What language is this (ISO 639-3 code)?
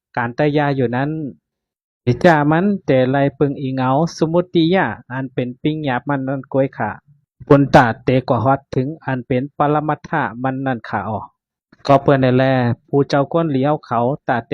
shn